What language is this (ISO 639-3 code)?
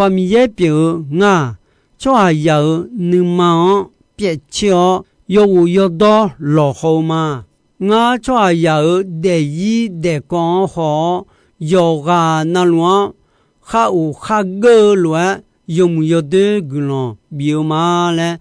ahk